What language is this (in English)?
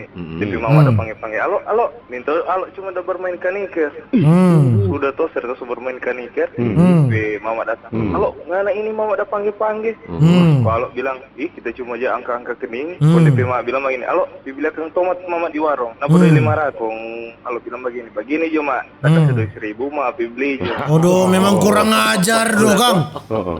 Manado Malay